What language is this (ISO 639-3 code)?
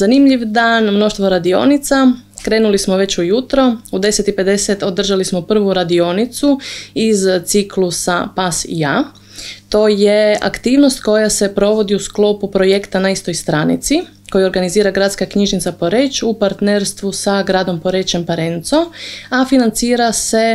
hrv